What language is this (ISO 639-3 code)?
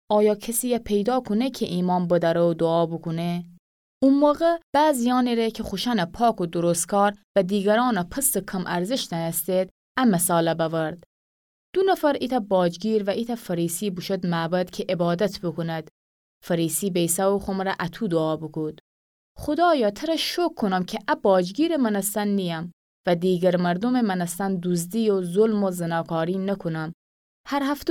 glk